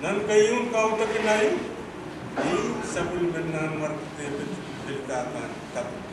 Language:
Pohnpeian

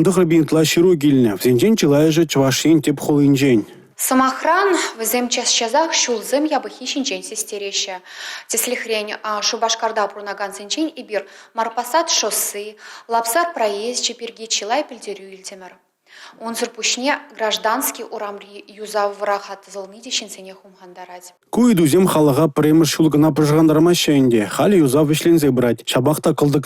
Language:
Chuvash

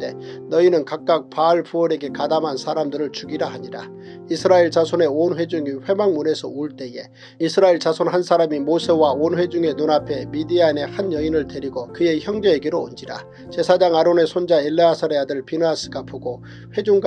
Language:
Korean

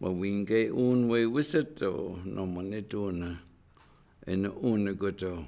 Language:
Chippewa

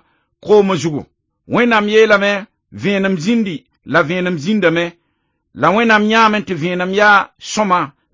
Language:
Mossi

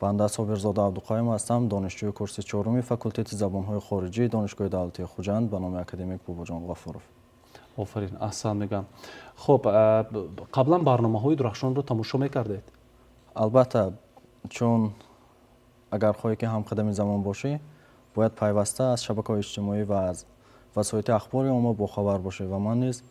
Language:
Tajik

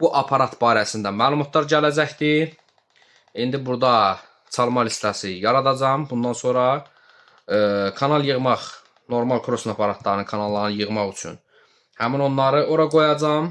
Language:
Azerbaijani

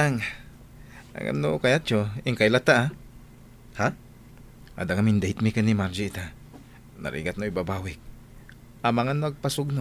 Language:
Iloko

